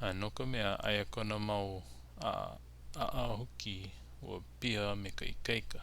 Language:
Hawaiian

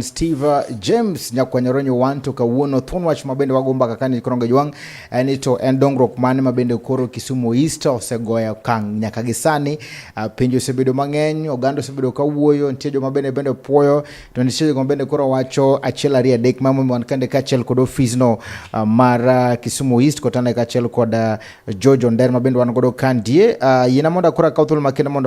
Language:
Luo (Kenya and Tanzania)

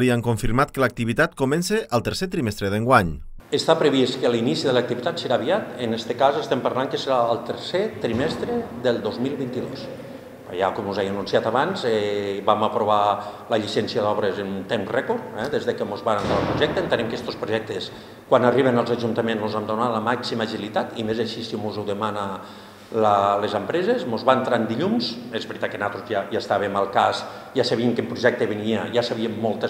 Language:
Catalan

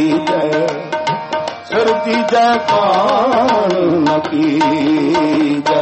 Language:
Punjabi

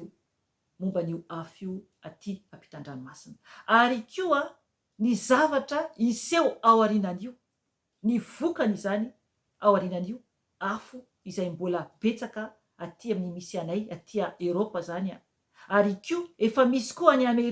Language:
Malagasy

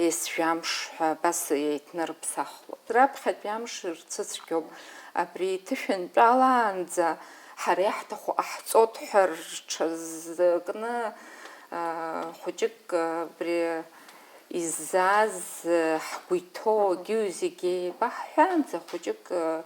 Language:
Abkhazian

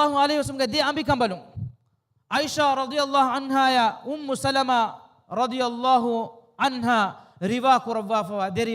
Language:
Divehi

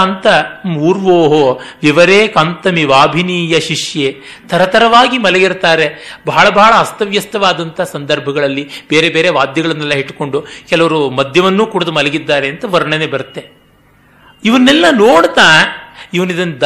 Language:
Kannada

